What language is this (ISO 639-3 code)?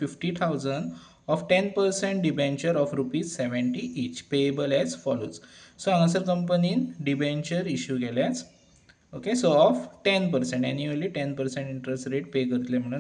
kok